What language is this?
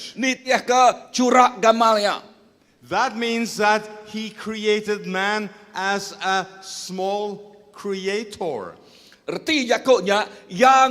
Iban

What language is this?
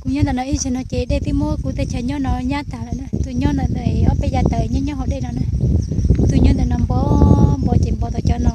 Hmong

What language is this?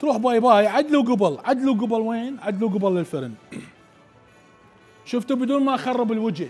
Mesopotamian Arabic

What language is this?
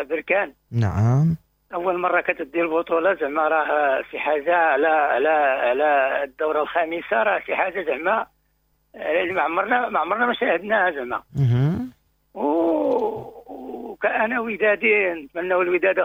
Moroccan Arabic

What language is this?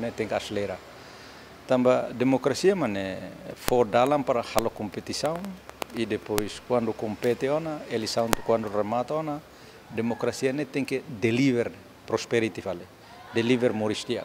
Tetum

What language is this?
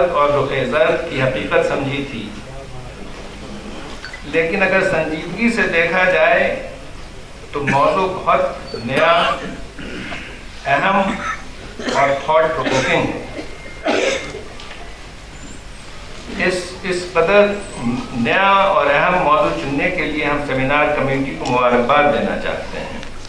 Urdu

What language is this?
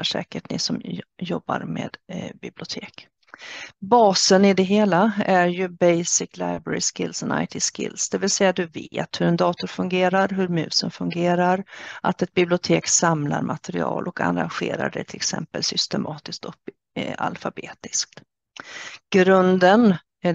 Swedish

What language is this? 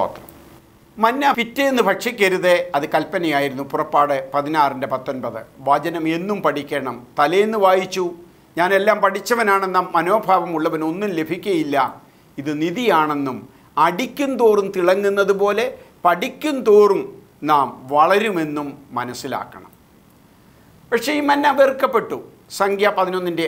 Malayalam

